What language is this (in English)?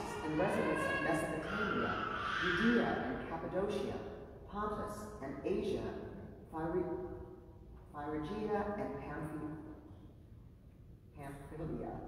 English